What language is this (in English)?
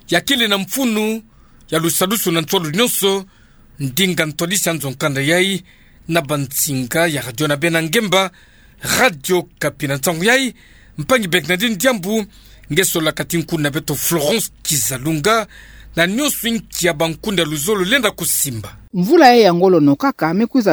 Kituba (Democratic Republic of Congo)